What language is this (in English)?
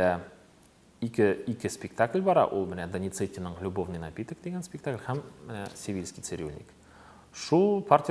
Tatar